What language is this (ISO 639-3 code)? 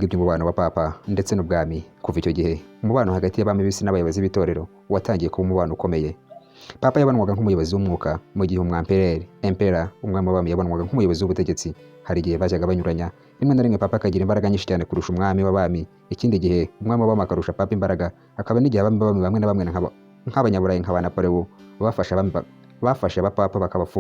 kin